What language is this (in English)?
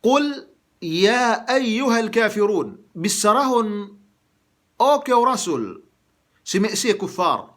Yakan